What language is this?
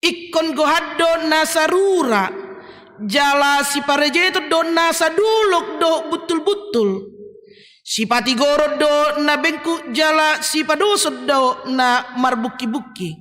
Batak Toba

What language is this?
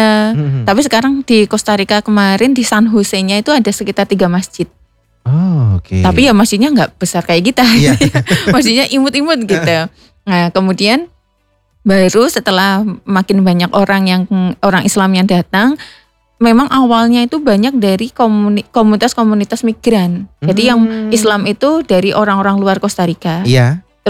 Indonesian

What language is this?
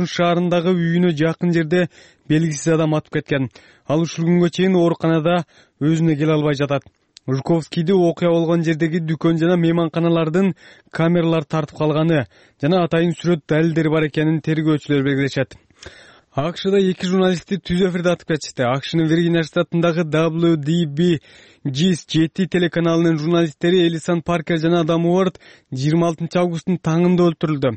Kyrgyz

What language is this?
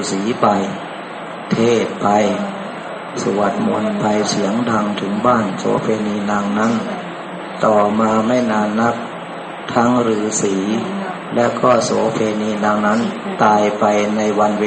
Thai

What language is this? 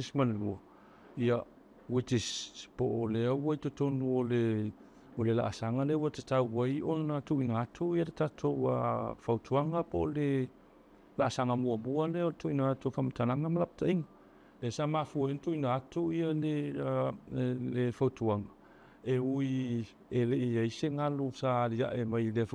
Samoan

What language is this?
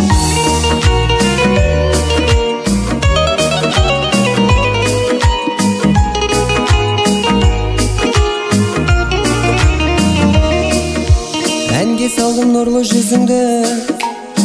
Kazakh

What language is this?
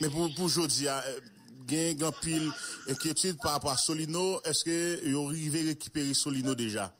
Haitian Creole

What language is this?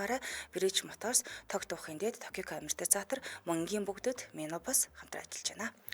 Mongolian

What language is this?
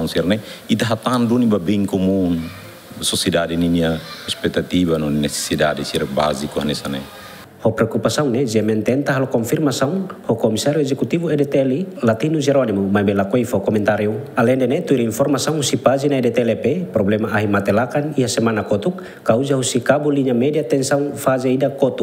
Tetum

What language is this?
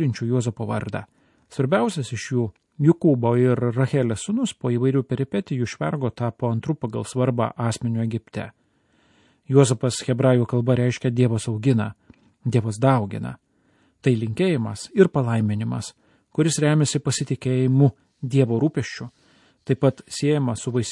Lithuanian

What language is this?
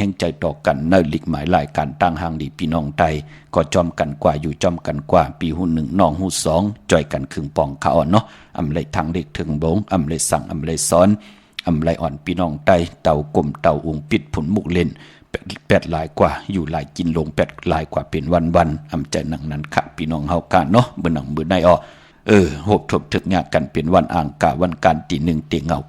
Shan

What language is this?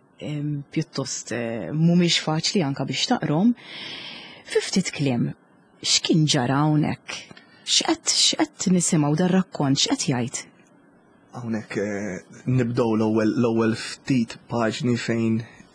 Maltese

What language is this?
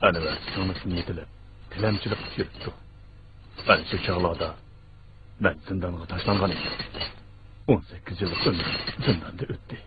Uyghur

